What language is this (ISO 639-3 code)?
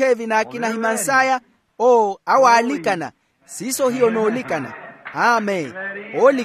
vmw